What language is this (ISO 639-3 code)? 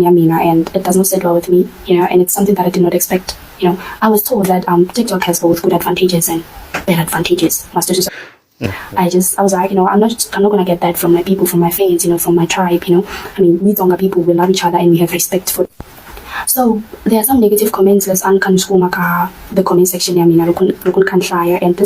tso